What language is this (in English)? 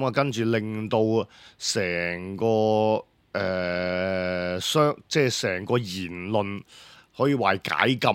Cantonese